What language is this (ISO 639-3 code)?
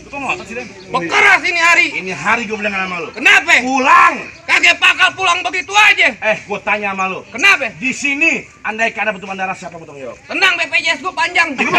bew